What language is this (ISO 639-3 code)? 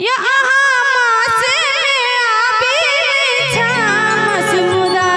mai